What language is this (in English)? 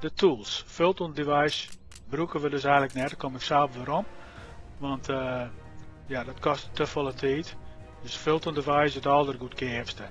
Western Frisian